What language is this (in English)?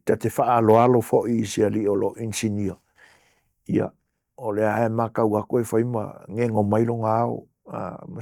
Samoan